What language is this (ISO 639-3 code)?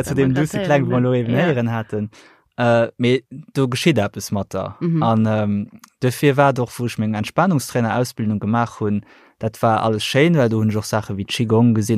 ltz